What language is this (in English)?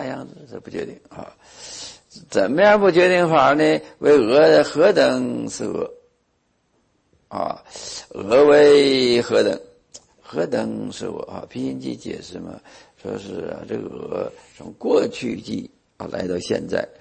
Chinese